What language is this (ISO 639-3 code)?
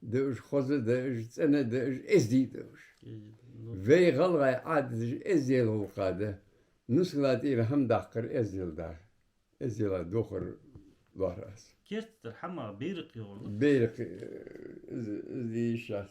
inh